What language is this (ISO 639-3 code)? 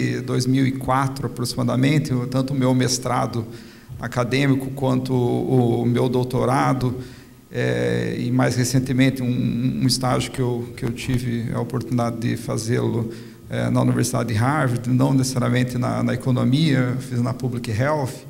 por